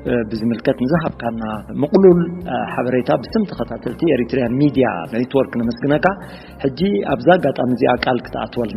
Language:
Tigrinya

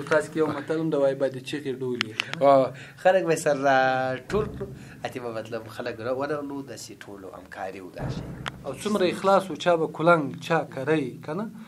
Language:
Pashto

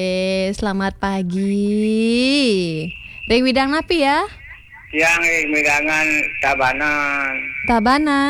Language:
Balinese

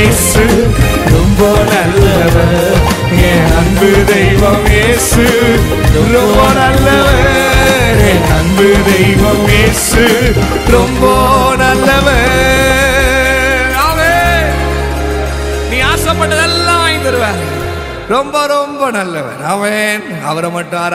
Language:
Tamil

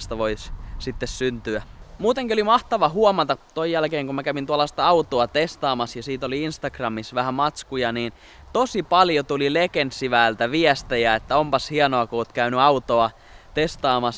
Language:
Finnish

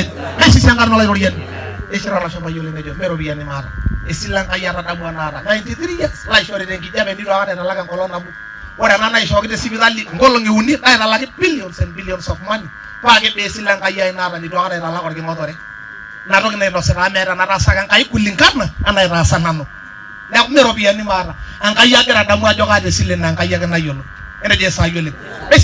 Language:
Masai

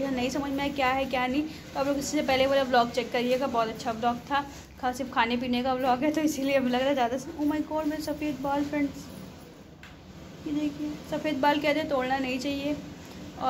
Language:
Hindi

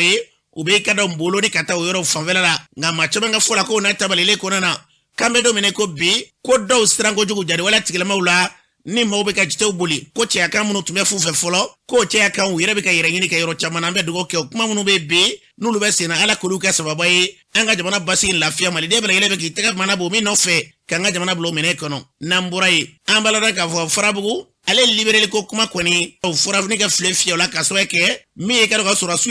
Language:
Bambara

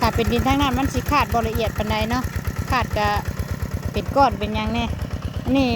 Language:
Northeastern Thai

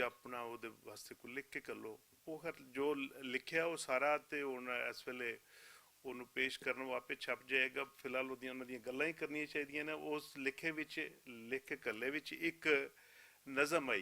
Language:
Western Panjabi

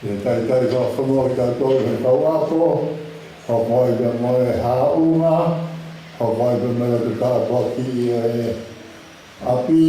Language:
Tongan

